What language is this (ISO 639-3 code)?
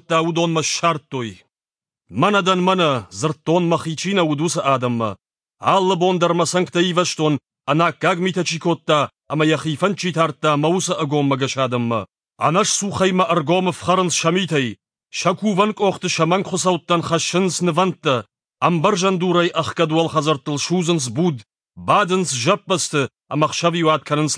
oss